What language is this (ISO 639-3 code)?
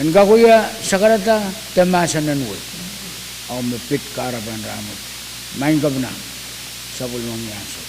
pon